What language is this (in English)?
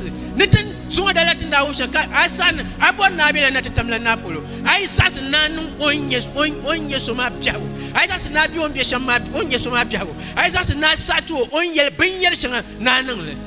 Dagbani